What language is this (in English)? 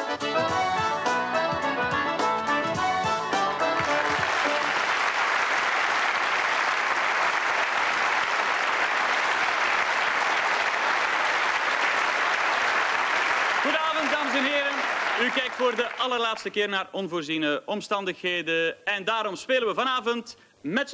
Dutch